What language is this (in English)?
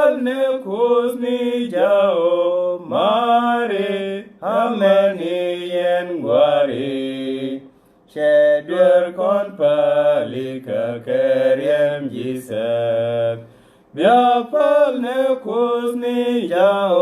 Nuer